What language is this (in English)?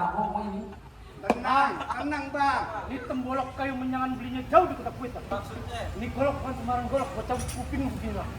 Betawi